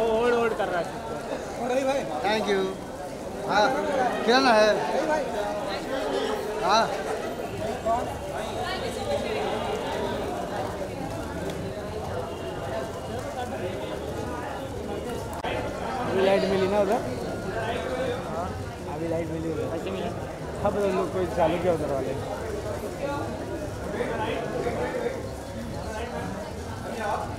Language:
Hindi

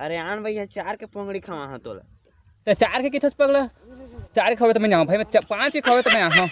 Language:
Chhattisgarhi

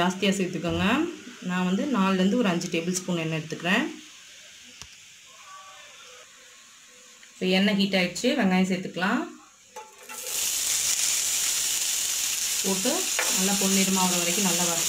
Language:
Tamil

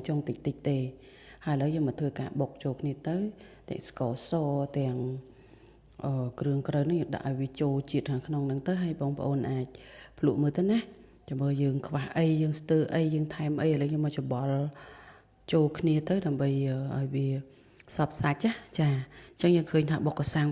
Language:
Khmer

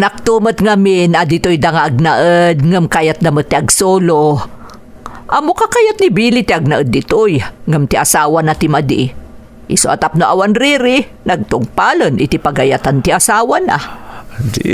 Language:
Iloko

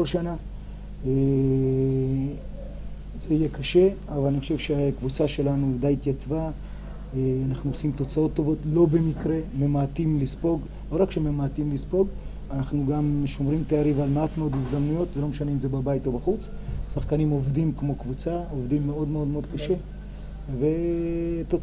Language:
Hebrew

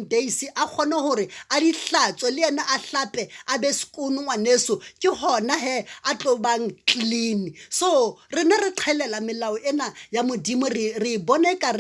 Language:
Southern Sotho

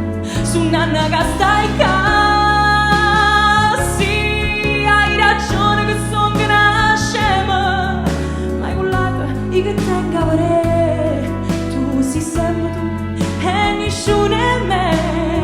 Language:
Neapolitan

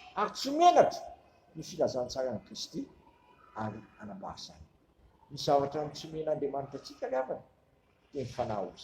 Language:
Malagasy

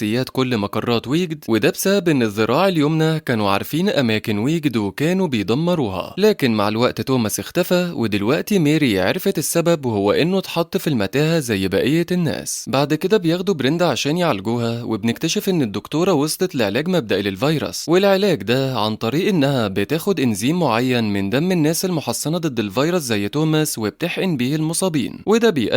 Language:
Egyptian Arabic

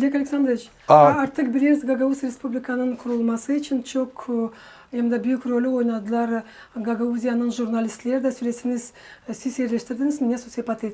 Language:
Gagauz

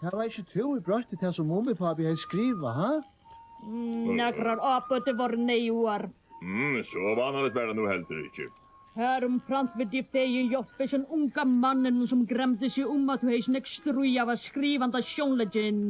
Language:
Faroese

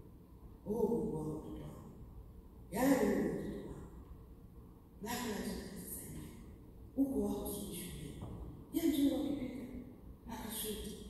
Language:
Swahili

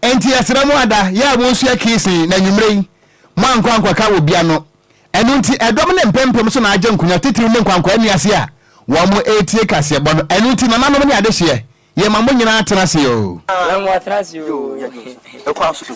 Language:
Akan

